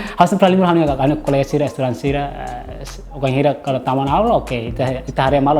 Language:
Tetum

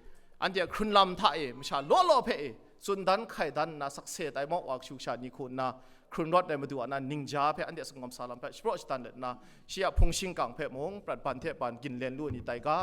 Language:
Kachin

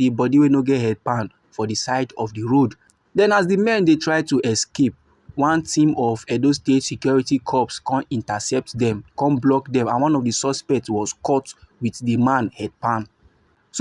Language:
Nigerian Pidgin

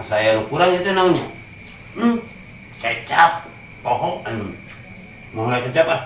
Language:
Sundanese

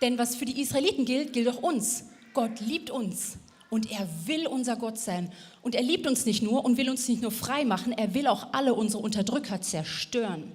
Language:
Swiss German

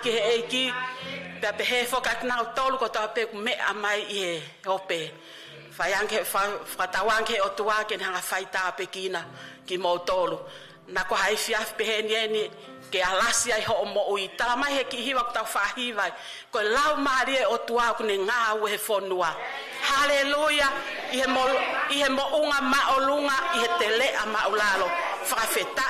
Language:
Tongan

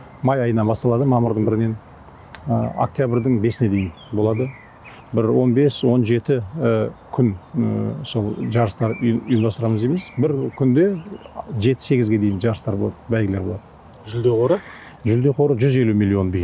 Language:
Kazakh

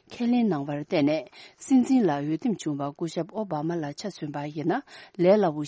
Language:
Tibetan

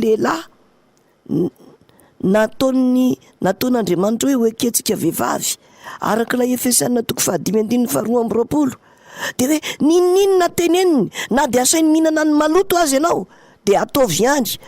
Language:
Malagasy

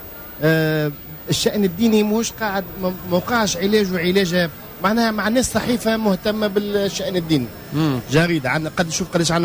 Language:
Tunisian Arabic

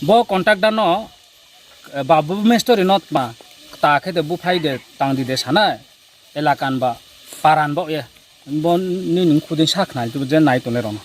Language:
Riang (India)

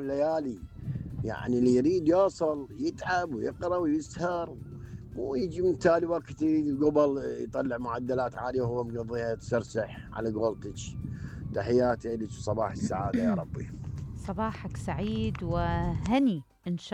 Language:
Mesopotamian Arabic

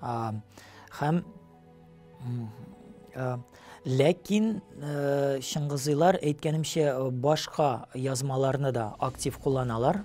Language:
Tatar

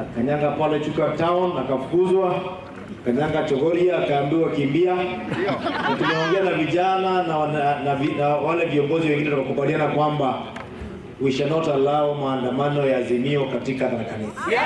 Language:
Meru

